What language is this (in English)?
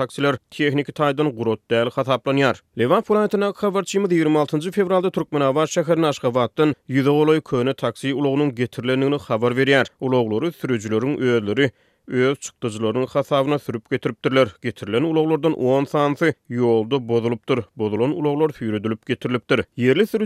Turkmen